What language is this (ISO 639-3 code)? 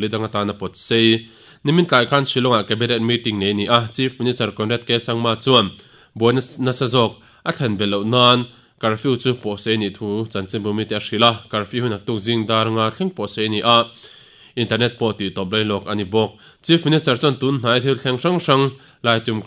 lus